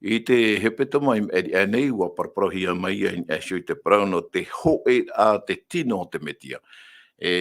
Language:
Tahitian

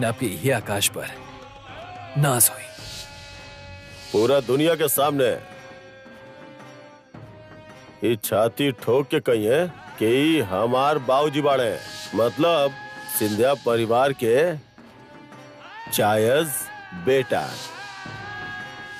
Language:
Bhojpuri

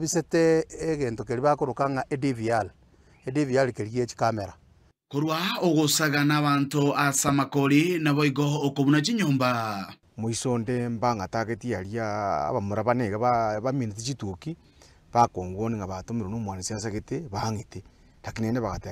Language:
Gusii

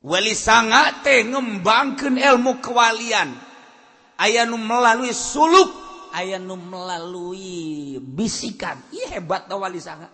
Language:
Sundanese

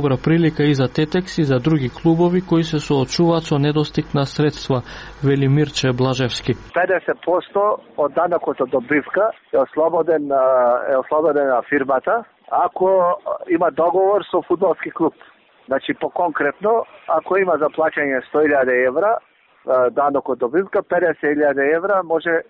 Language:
Macedonian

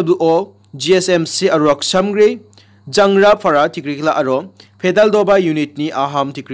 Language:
Garo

